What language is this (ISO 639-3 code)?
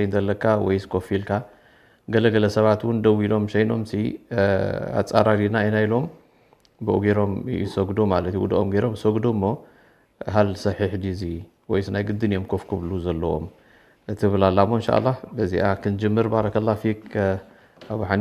tir